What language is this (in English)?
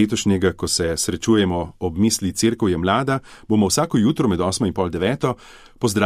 Slovenian